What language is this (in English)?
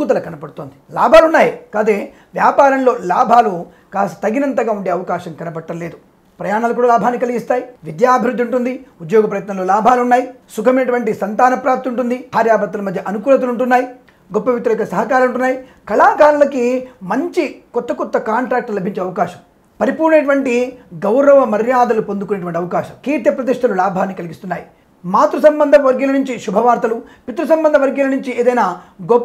Telugu